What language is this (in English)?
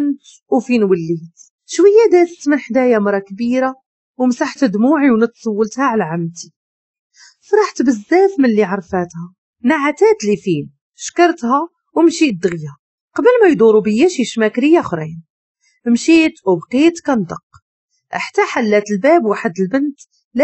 Moroccan Arabic